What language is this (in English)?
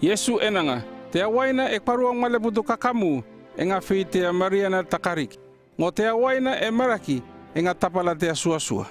North Efate